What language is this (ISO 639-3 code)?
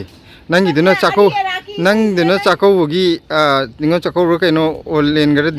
mni